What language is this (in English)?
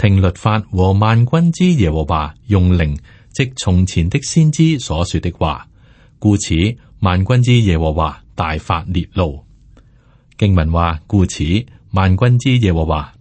Cantonese